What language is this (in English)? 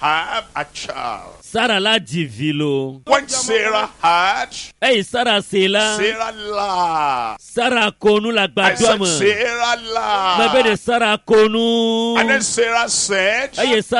Ewe